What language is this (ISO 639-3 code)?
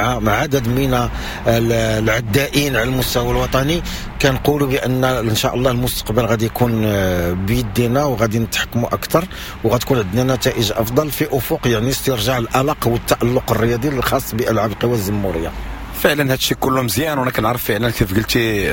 ary